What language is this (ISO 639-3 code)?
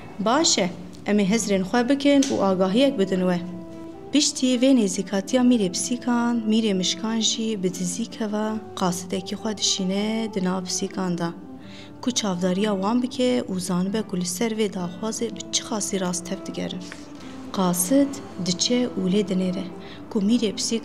kur